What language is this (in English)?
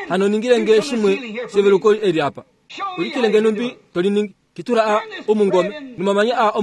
Kuanyama